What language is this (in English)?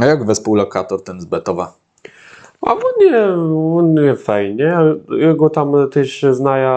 Kashubian